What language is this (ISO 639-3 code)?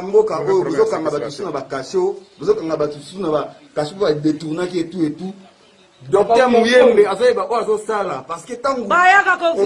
lin